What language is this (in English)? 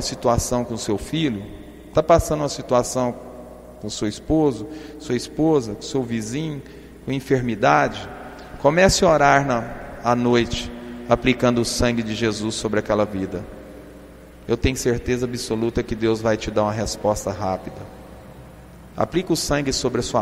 Portuguese